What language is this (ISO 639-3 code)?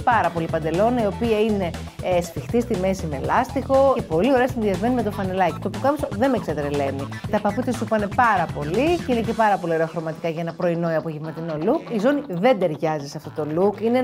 ell